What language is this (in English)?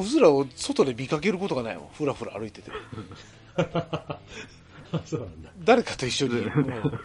Japanese